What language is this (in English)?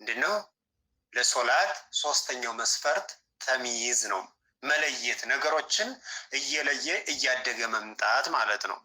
Amharic